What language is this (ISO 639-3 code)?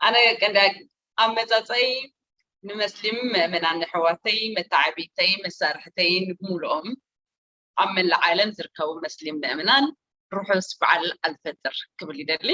tir